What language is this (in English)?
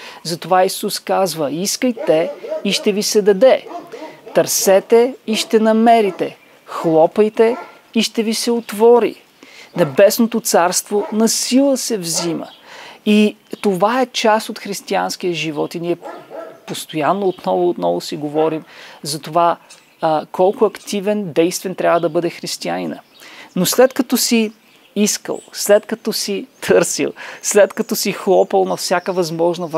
Bulgarian